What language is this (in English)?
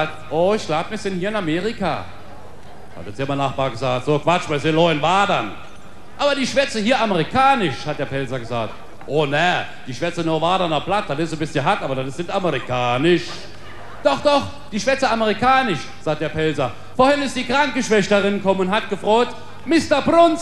Palatine German